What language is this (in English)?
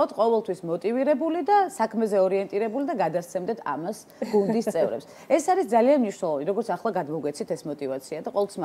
Georgian